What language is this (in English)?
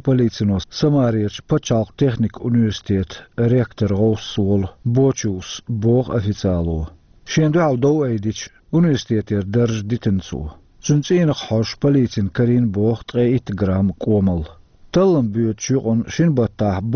Chechen